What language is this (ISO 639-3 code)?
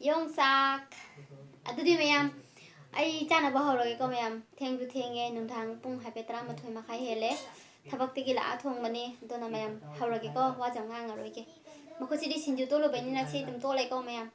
mni